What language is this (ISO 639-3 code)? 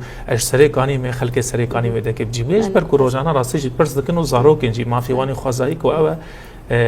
kur